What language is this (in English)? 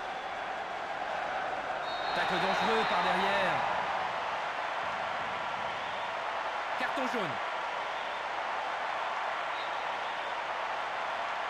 French